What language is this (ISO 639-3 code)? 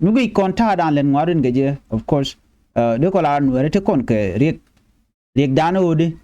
nus